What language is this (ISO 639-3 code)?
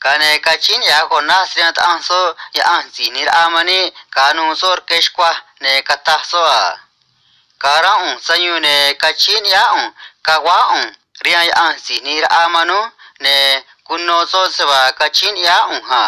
trc